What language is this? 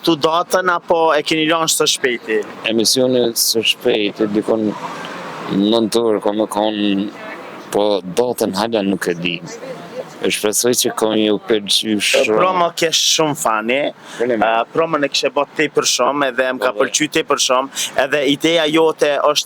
Albanian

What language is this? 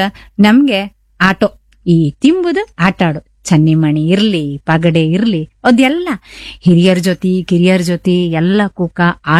Kannada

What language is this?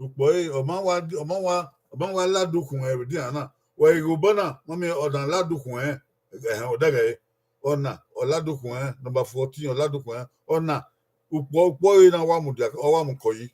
Bini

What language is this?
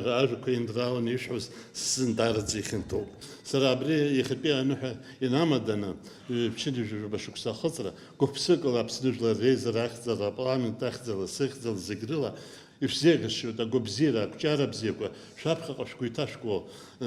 Abkhazian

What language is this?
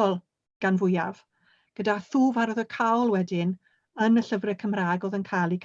Welsh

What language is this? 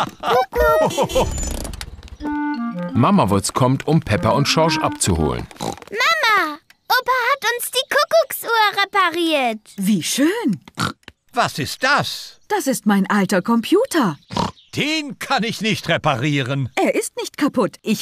German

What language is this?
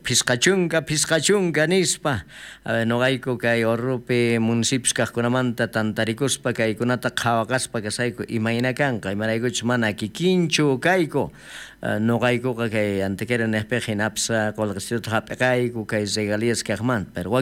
South Bolivian Quechua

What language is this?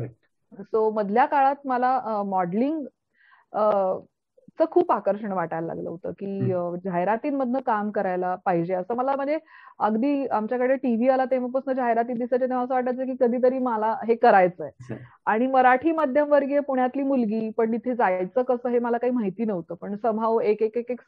Marathi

